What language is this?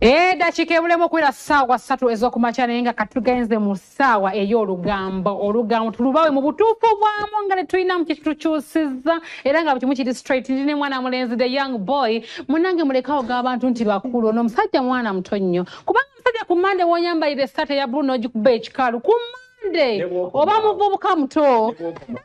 Ganda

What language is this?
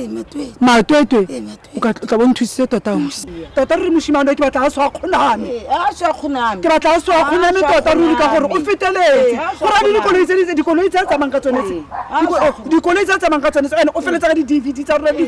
Tswana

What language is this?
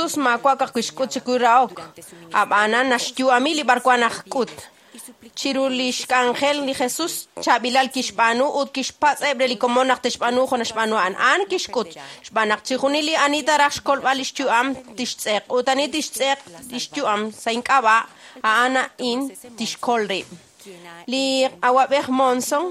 Kekchí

